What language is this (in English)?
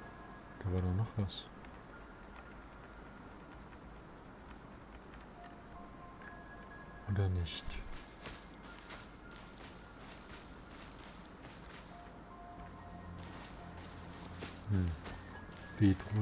German